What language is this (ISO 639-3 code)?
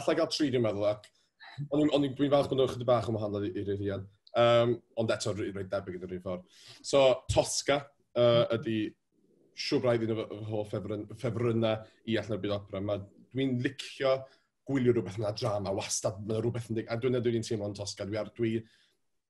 cym